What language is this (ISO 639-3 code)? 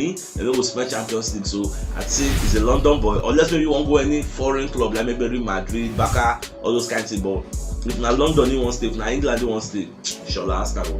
pcm